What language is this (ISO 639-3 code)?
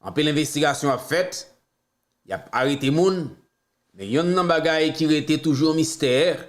hat